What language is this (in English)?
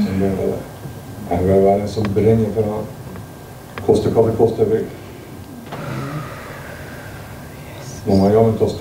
Norwegian